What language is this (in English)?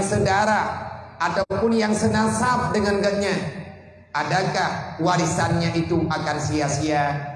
Achinese